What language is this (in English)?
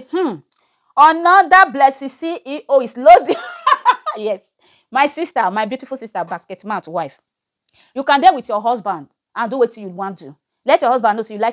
Nigerian Pidgin